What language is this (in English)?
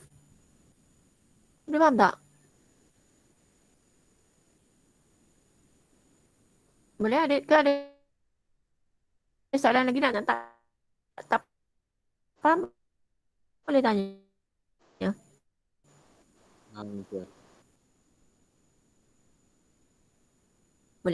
Malay